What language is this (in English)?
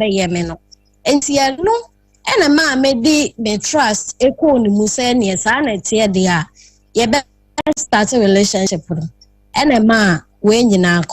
Akan